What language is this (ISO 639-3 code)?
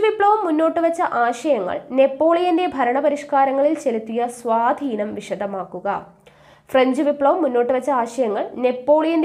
mal